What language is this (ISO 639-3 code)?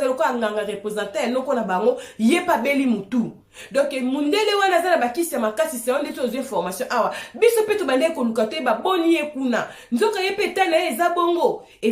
lin